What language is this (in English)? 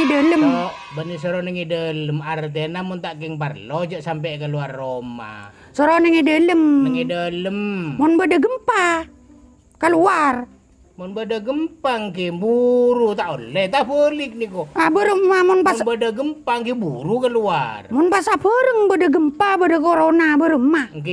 Madurese